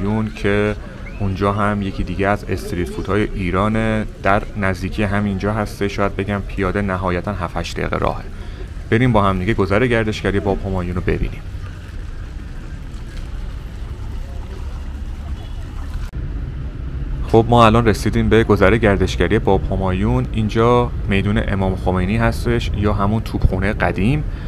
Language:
Persian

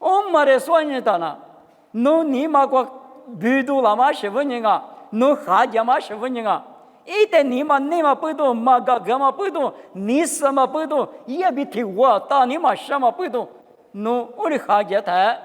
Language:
Lisu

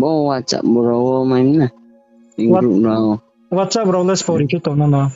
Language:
Riang (India)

